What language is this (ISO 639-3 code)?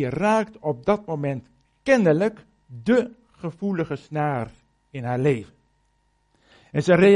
nld